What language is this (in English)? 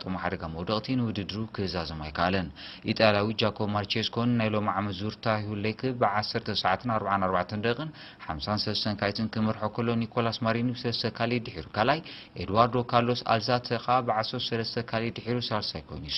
Tigrinya